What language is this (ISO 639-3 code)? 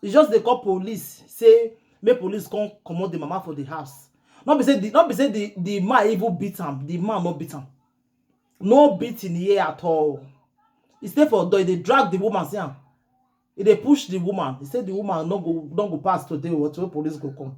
pcm